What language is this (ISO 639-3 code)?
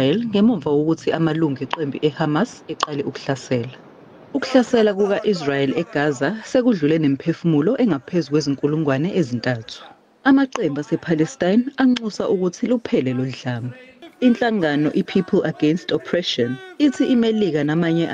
zul